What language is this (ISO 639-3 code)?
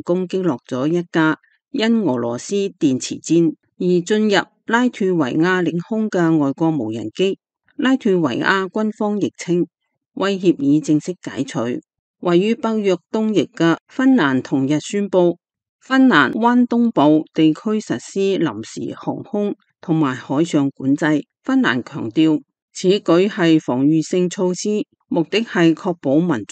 yue